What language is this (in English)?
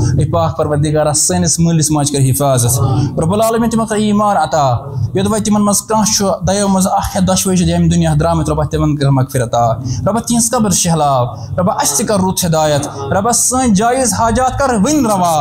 Kashmiri